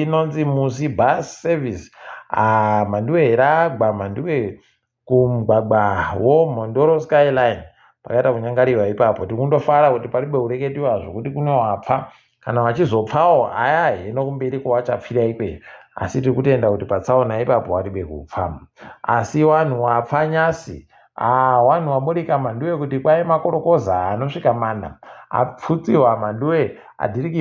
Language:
Ndau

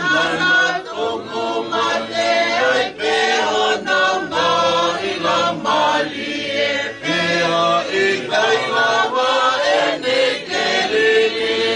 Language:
Tongan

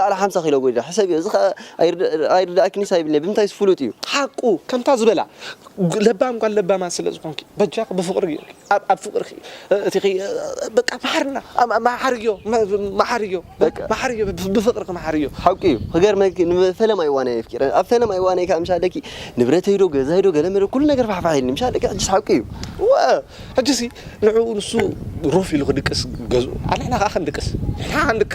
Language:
Tigrinya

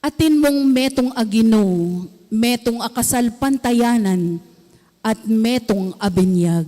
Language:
Pampanga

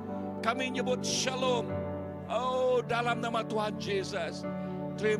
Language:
Iban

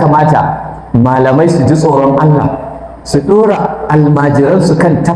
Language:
Hausa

